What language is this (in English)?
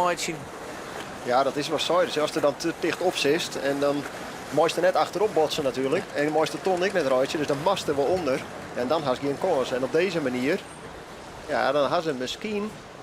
Western Frisian